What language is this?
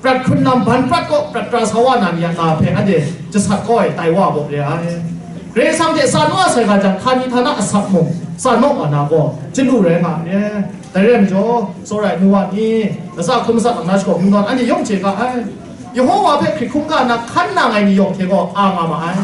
Kachin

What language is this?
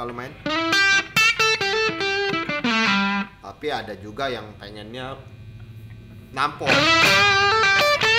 Indonesian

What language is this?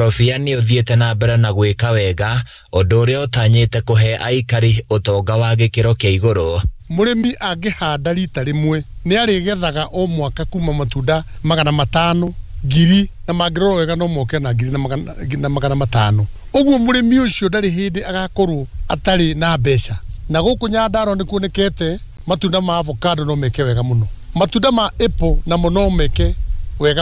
Kikuyu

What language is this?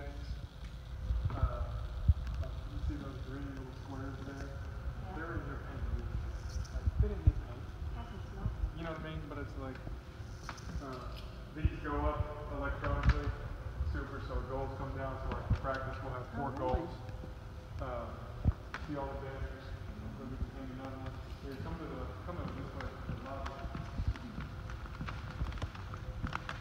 English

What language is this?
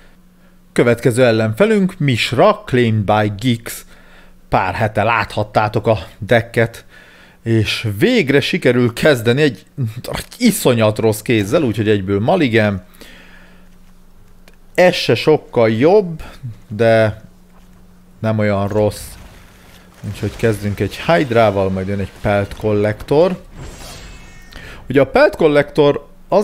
Hungarian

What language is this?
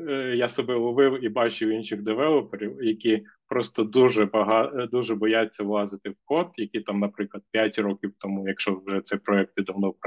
Ukrainian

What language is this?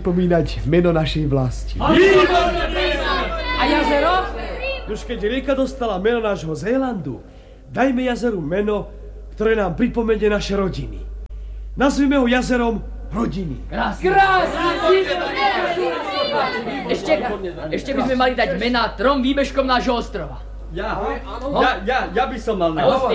Slovak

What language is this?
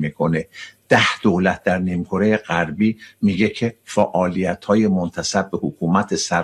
Persian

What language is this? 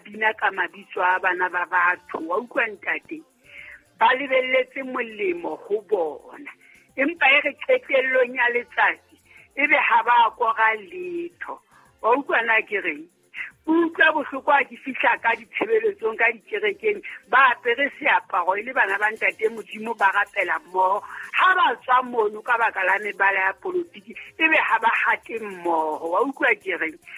Southern Sotho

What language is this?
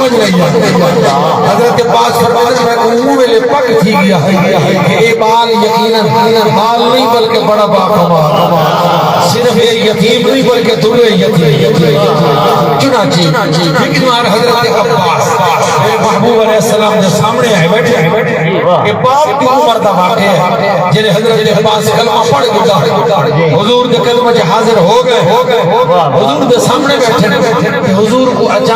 Saraiki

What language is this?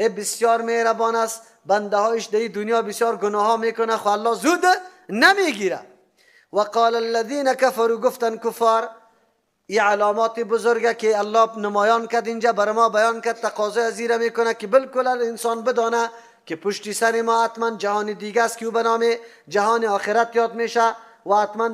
Persian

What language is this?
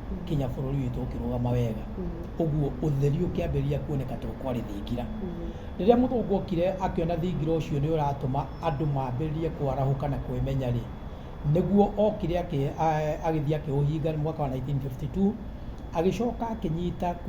Kikuyu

